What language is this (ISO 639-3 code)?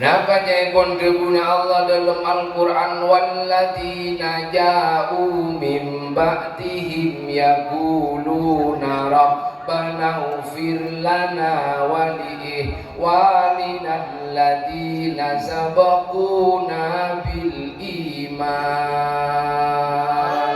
mad